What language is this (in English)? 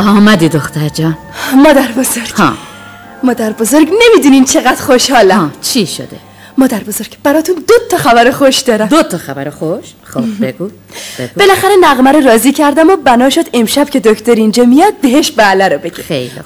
Persian